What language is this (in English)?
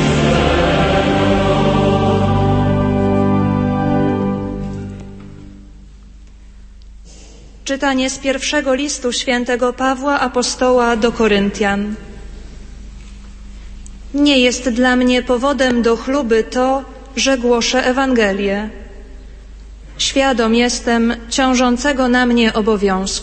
Polish